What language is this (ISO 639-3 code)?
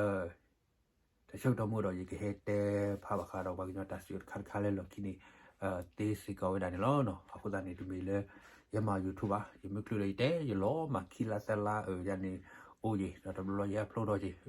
ksw